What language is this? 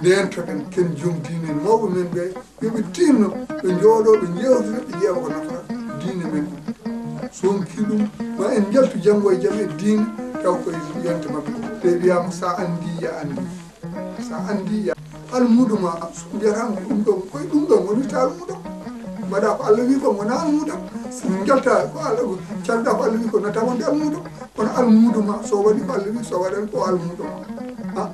Fula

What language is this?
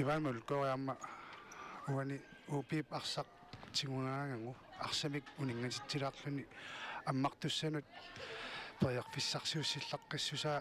Kalaallisut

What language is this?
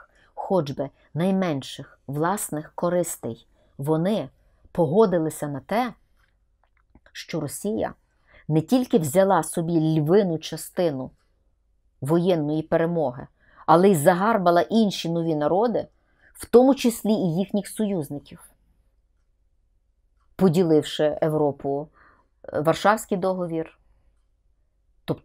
Ukrainian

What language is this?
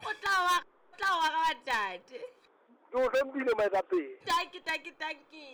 Southern Sotho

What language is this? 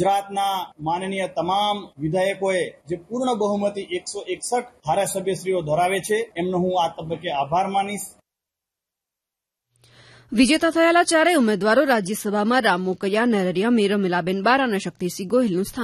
Gujarati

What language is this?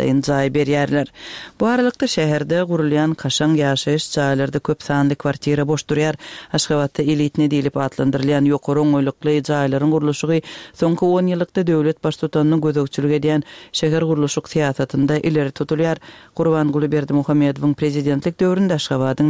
Turkmen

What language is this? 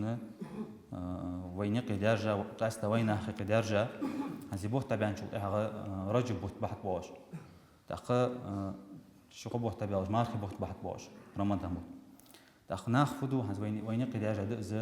Ingush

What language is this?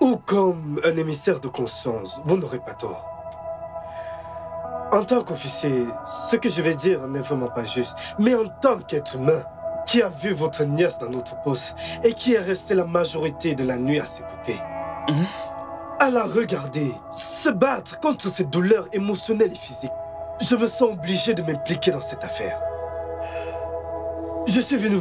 French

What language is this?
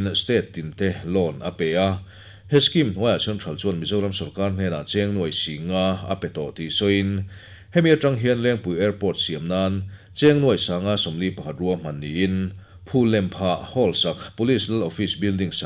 Mizo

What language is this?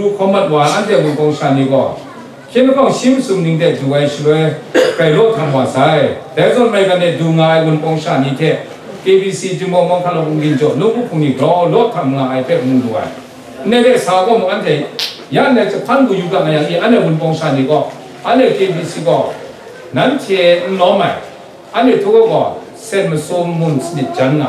Kachin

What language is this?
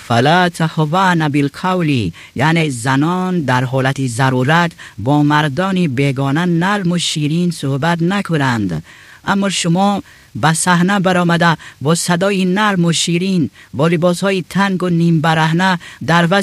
Tajik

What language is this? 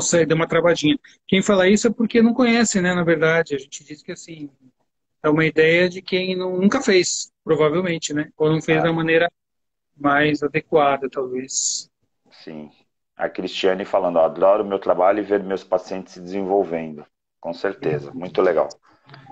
Portuguese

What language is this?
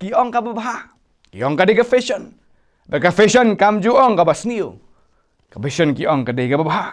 Khasi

